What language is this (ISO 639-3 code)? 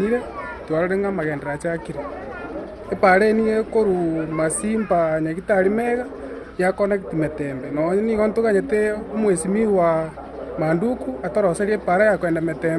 guz